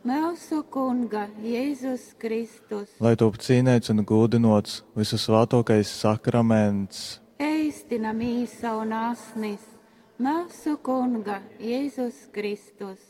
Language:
Latgalian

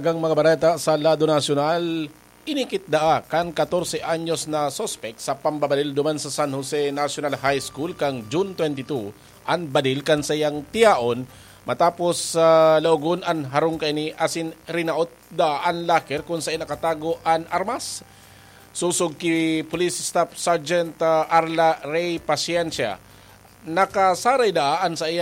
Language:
Bikol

